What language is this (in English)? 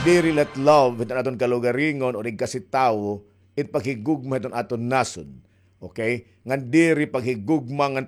Waray